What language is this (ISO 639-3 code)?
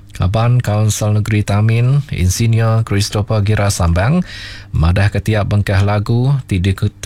iba